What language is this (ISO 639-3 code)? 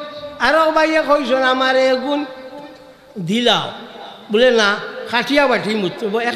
syl